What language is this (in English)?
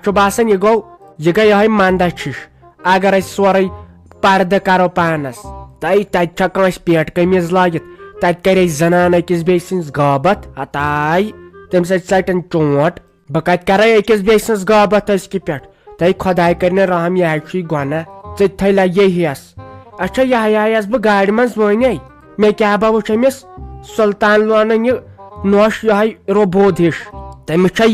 Kashmiri